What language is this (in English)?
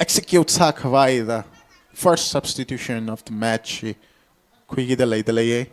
Tangkhul Naga (India)